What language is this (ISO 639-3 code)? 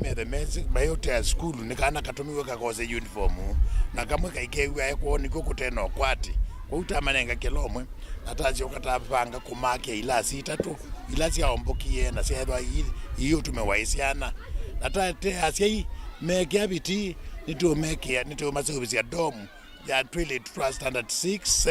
kam